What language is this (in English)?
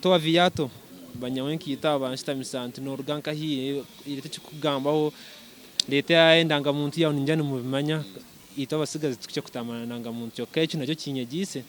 Nyankole